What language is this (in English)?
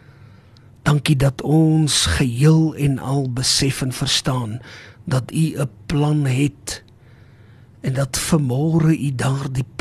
Afrikaans